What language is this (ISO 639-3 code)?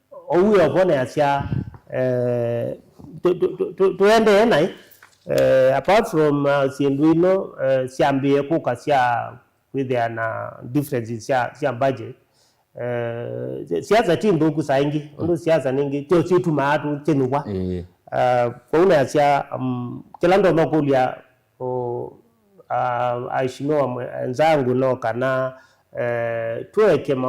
kam